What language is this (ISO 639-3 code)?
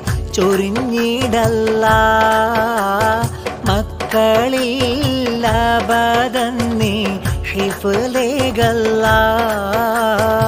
mal